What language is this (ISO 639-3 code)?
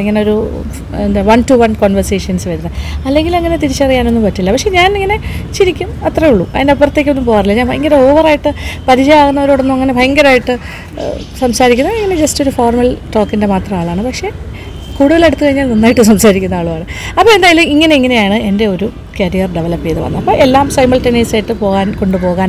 mal